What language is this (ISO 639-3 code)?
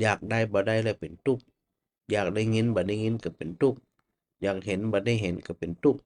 nod